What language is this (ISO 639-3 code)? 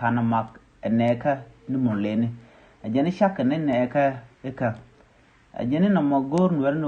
nus